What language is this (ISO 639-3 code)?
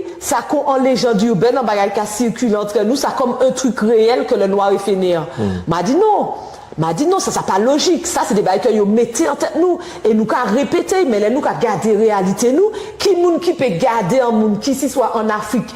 gcf